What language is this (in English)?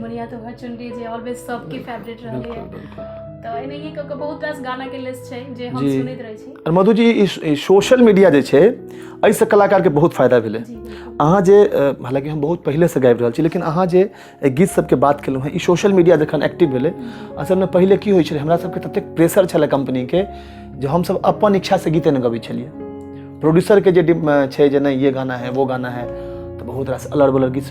Maithili